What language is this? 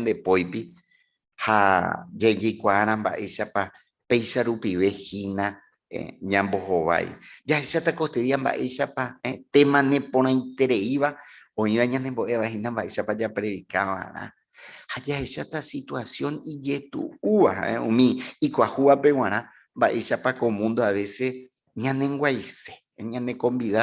Guarani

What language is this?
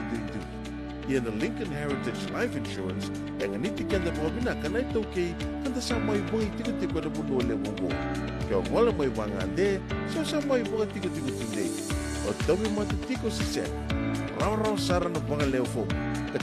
Fijian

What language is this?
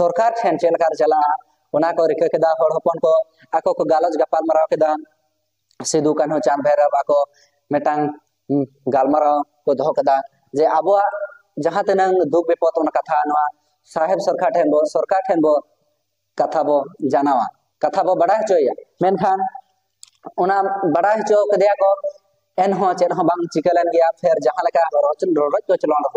Santali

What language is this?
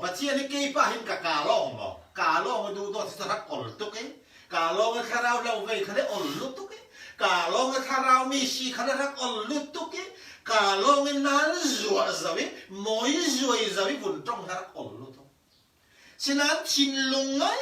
Falam Chin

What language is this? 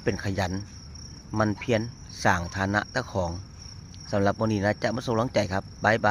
Northeastern Thai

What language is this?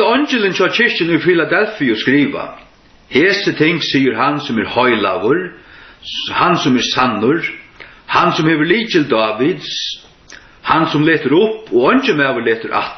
Faroese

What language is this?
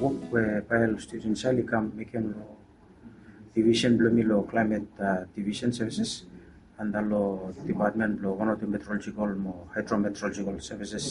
Bislama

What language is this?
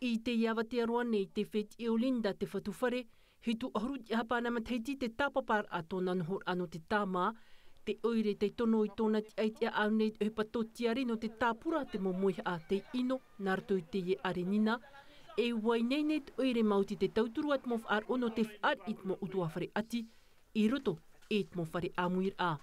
Tahitian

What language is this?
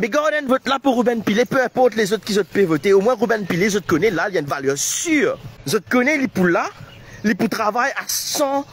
Morisyen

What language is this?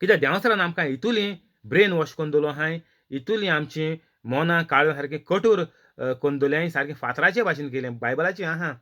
Konkani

